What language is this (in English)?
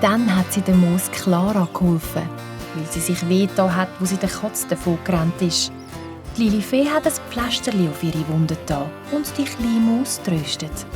Swiss German